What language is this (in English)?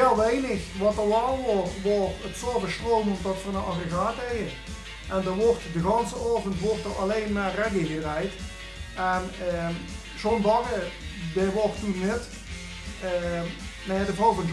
Limburgish